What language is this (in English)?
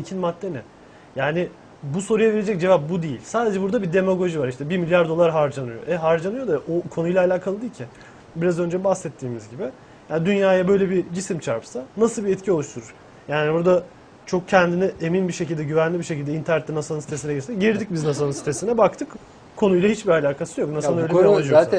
Turkish